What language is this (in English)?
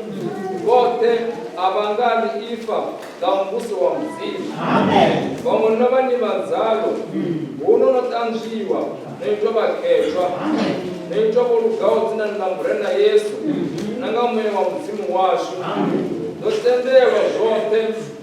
Venda